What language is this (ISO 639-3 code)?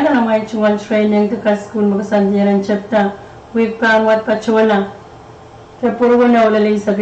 pon